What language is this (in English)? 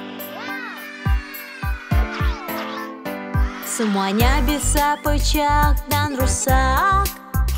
Indonesian